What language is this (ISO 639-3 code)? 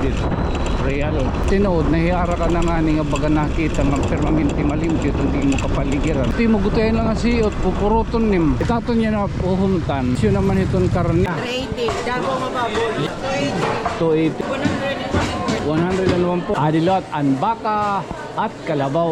war